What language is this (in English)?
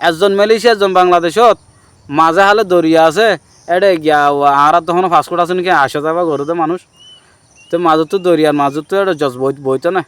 Rohingya